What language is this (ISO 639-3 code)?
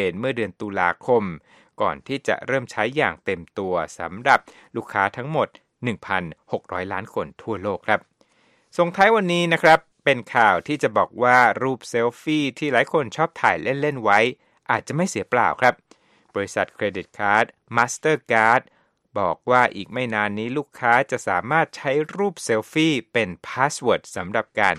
tha